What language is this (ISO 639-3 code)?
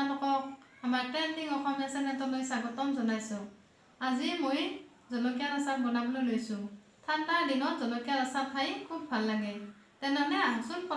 asm